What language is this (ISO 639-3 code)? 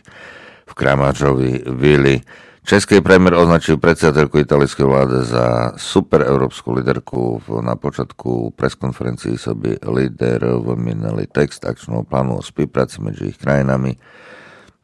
slk